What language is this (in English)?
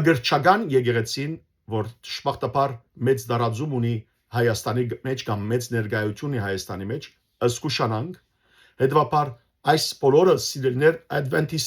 Western Armenian